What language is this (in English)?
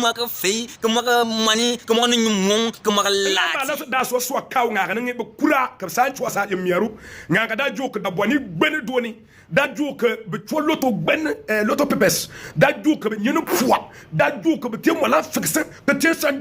Bimoba